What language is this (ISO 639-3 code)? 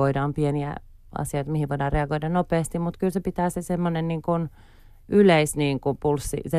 fin